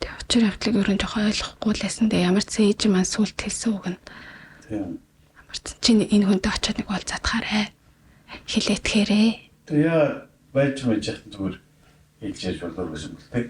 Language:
Mongolian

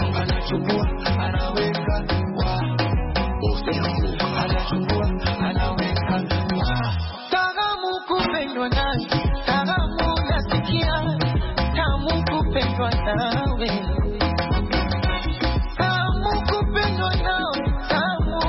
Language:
Swahili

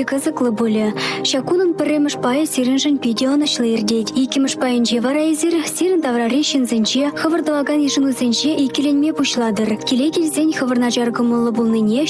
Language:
Chuvash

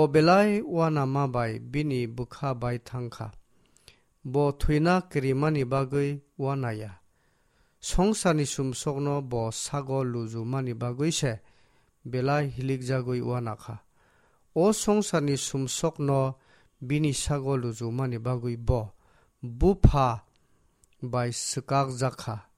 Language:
Kok Borok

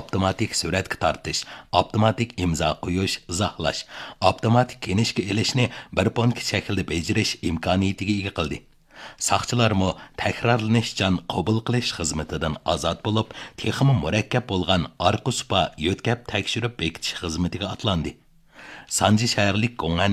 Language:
Uyghur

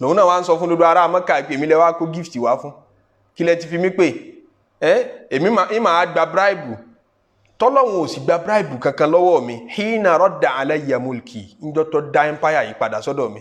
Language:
Yoruba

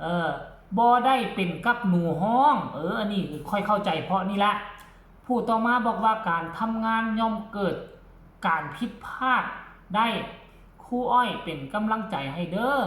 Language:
Northeastern Thai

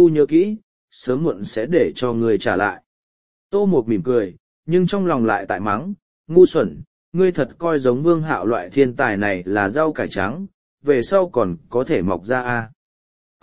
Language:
Vietnamese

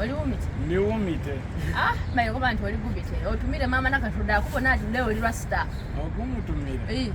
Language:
Soga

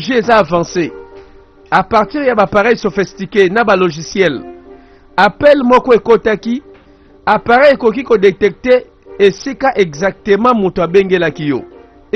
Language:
Lingala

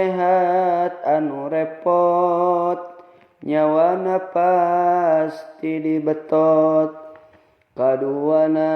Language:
Sundanese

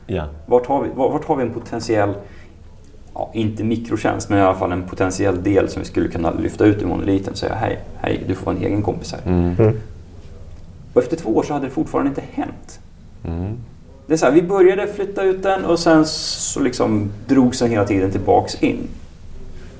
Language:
Swedish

